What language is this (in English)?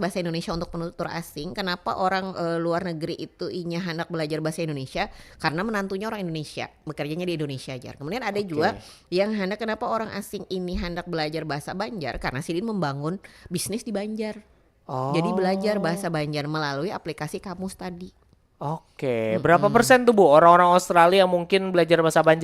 Banjar